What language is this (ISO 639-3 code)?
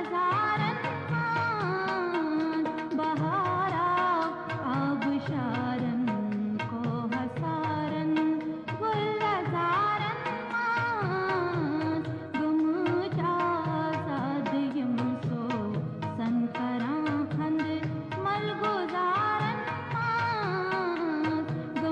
kas